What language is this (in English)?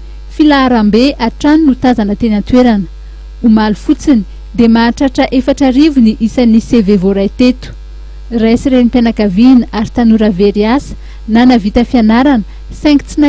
Malagasy